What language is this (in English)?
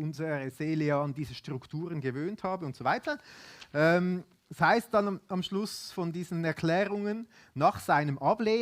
Swiss German